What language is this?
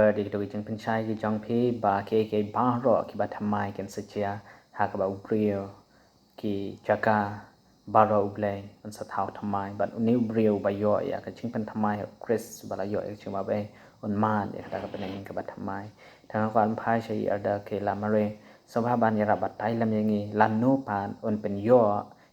Khasi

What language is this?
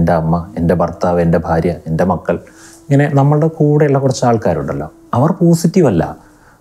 Malayalam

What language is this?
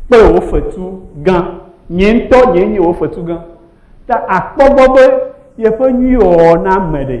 Ewe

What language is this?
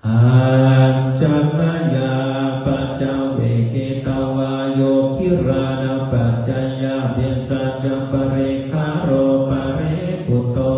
Pali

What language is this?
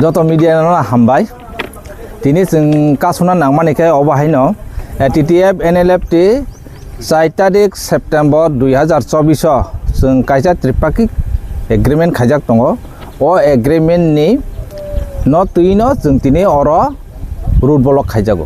Kok Borok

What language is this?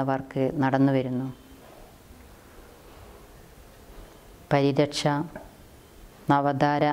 Malayalam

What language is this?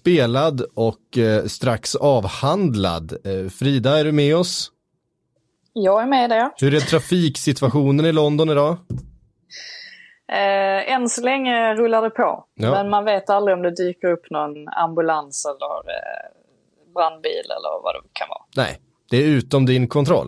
Swedish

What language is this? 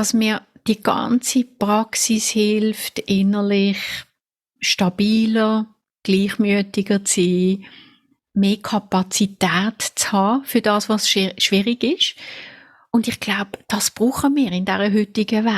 Swiss German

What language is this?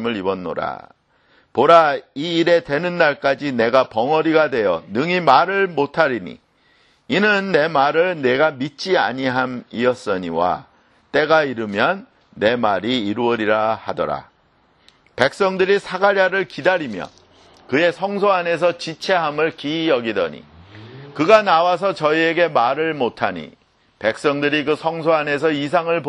Korean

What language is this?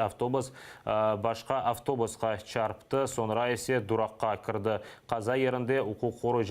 Crimean Tatar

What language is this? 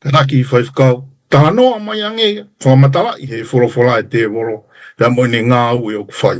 Tongan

